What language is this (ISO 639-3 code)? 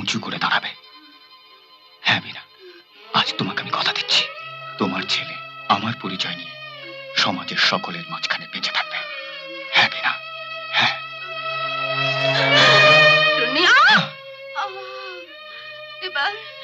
ben